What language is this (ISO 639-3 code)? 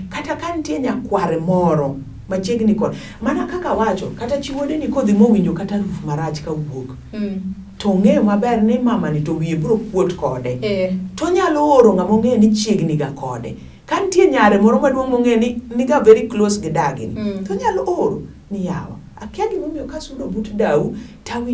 luo